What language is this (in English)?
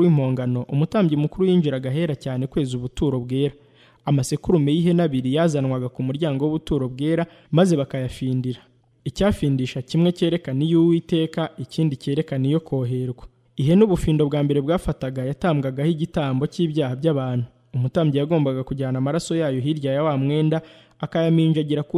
Kinyarwanda